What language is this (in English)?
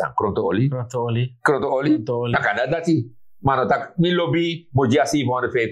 Sranan Tongo